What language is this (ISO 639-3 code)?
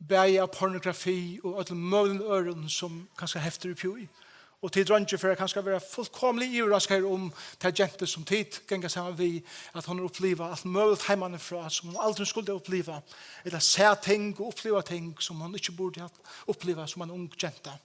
fao